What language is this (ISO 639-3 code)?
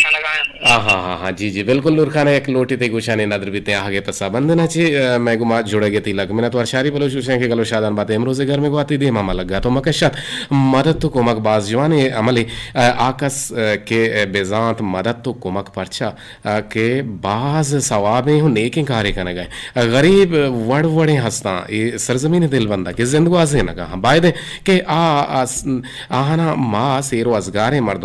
bgp